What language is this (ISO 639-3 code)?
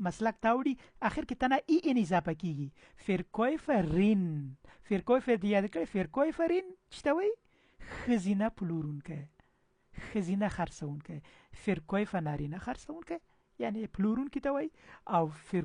pus